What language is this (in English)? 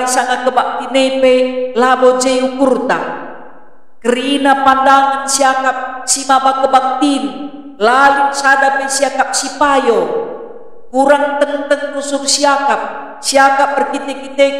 Batak Karo